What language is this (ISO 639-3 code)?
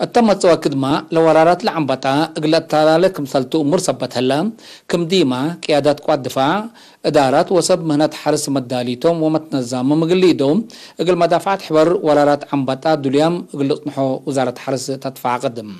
tig